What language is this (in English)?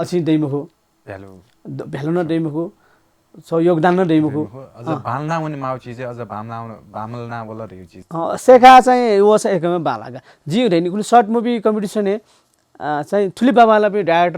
Newari